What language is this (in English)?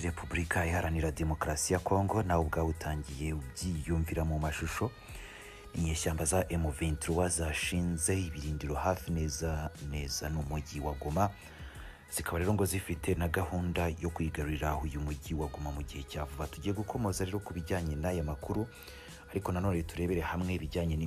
Kinyarwanda